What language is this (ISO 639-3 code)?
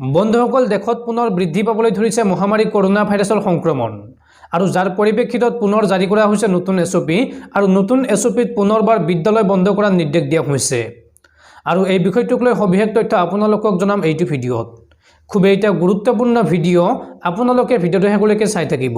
asm